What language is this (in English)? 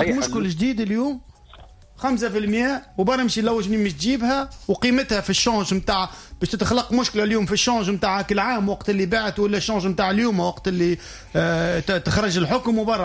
Tunisian Arabic